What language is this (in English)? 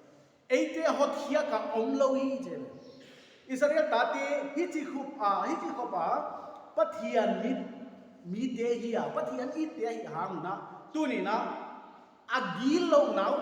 Paite Chin